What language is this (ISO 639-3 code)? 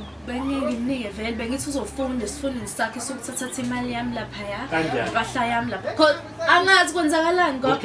zul